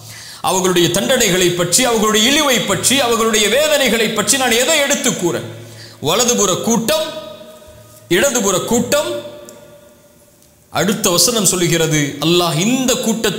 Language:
Tamil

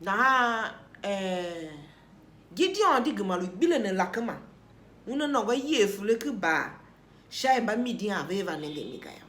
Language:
Tiv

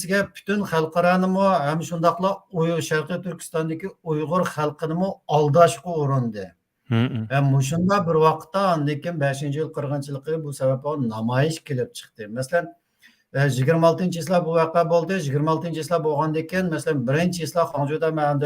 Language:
Uyghur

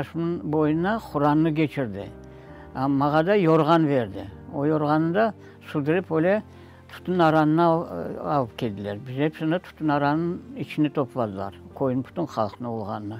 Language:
Crimean Tatar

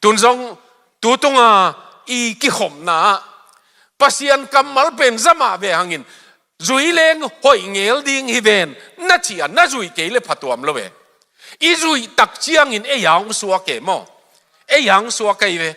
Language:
Tedim Chin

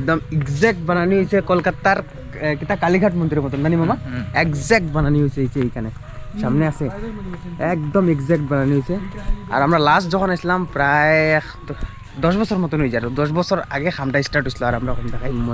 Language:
Sylheti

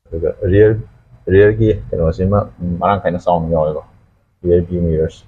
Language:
Manipuri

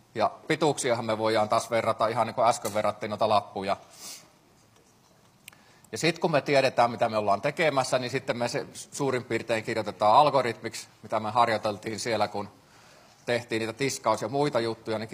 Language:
Finnish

